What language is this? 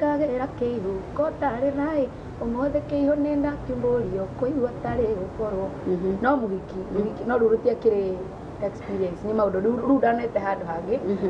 Kikuyu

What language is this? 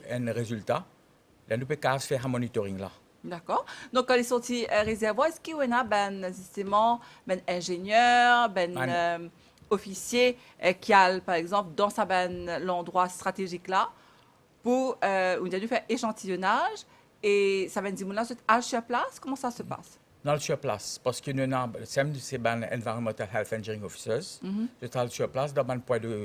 Morisyen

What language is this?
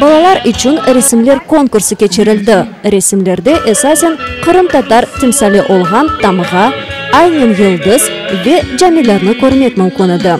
Crimean Tatar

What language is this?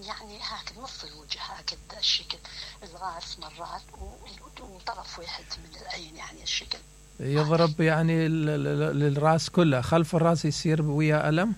Mesopotamian Arabic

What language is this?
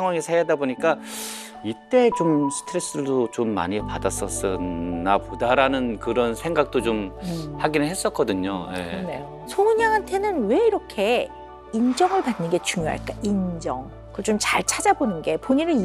Korean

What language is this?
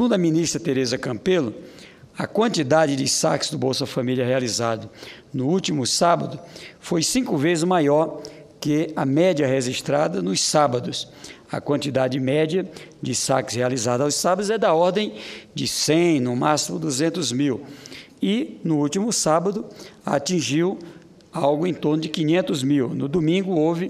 Portuguese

